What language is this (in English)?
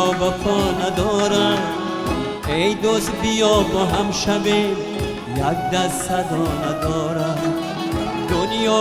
Tajik